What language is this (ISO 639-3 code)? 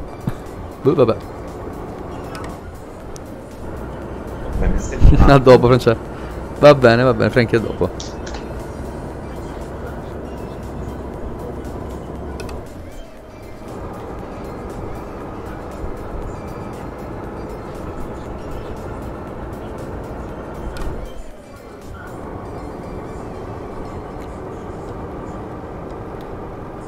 ita